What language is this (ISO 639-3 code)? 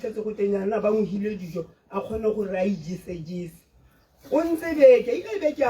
tsn